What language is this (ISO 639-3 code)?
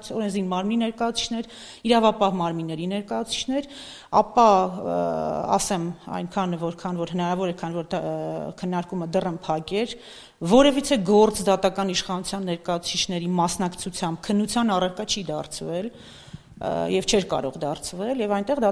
hye